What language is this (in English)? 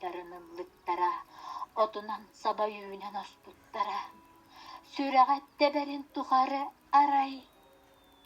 Yakut